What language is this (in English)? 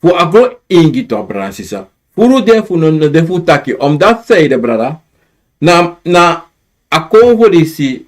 Sranan Tongo